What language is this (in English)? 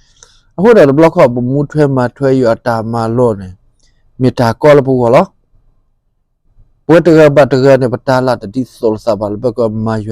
S'gaw Karen